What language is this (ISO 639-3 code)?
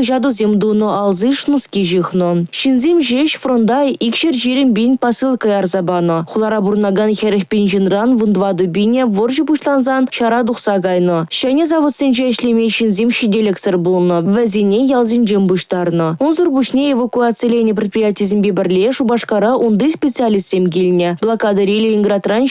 chv